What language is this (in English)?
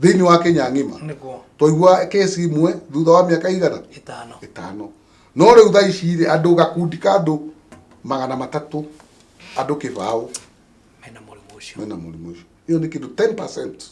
Kikuyu